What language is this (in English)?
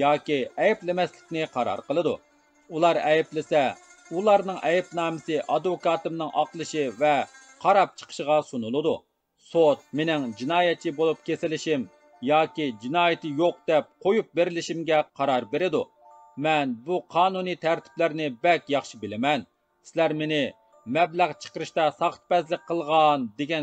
Uyghur